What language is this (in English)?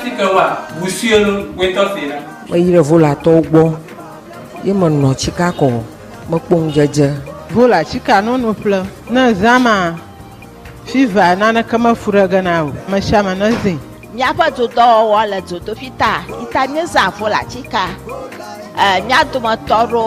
Ewe